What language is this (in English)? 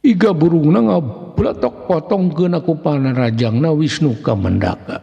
Sundanese